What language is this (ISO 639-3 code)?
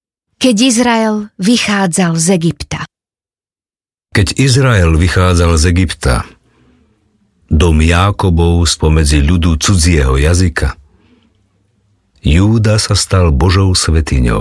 slk